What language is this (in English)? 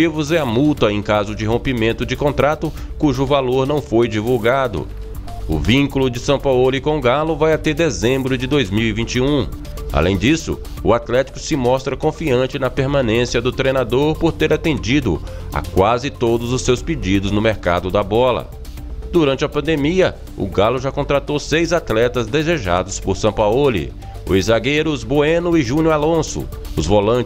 Portuguese